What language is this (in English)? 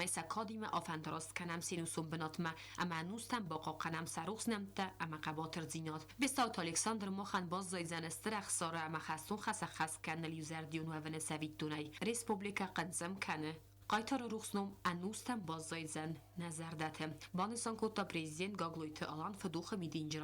Ossetic